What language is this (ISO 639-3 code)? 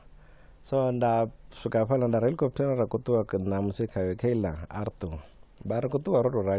ven